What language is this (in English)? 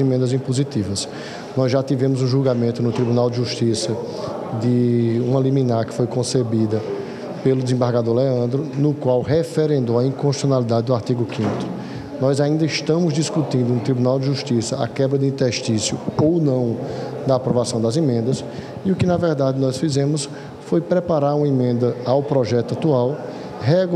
Portuguese